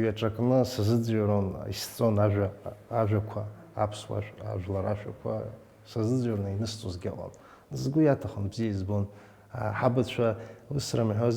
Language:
Abkhazian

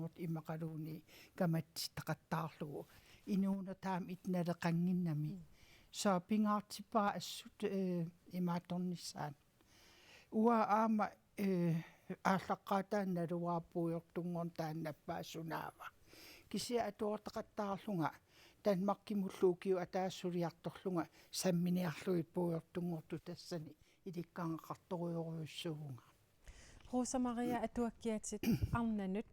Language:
Kalaallisut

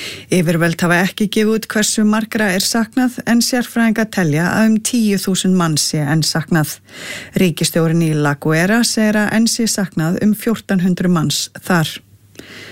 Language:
Icelandic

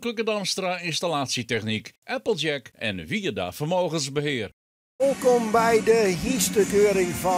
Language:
Western Frisian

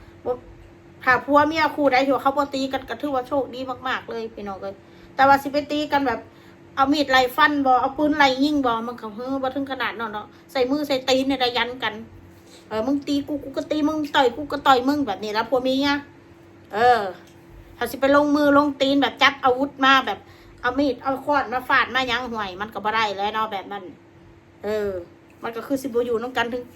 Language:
Northeastern Thai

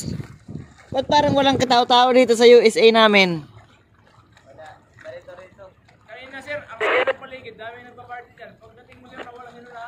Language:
Filipino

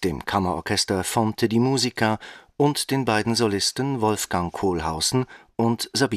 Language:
German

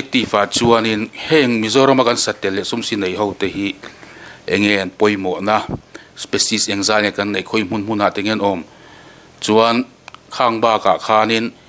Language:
Mizo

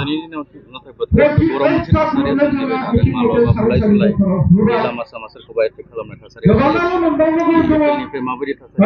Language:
Bodo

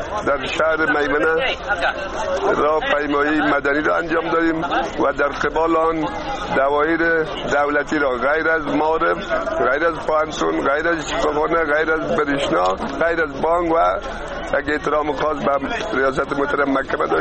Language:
Persian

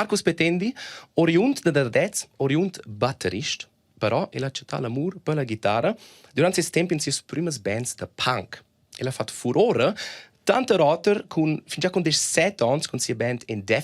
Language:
Romansh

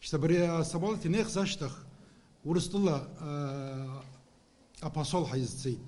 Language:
Abkhazian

